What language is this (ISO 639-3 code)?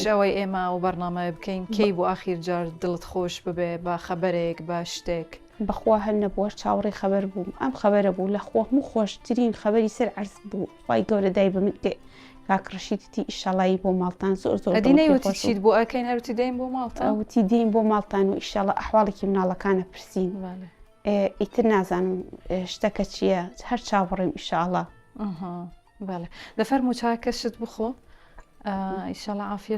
ckb